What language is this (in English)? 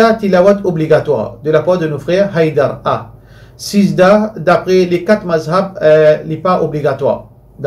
Morisyen